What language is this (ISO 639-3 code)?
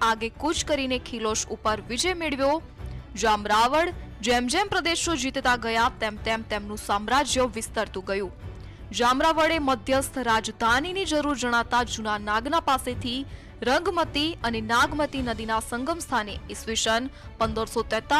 guj